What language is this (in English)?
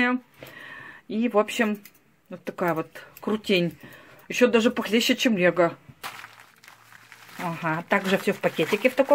Russian